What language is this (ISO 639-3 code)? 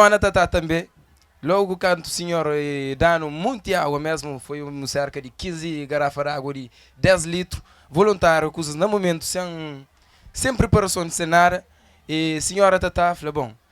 kea